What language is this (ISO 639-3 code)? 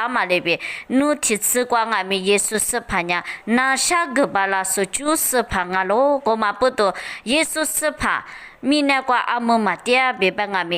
lis